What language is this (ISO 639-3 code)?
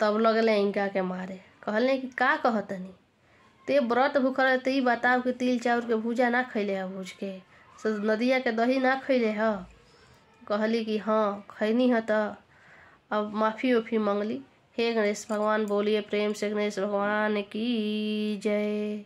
bho